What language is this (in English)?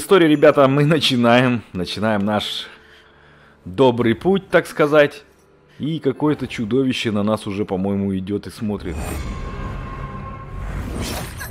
Russian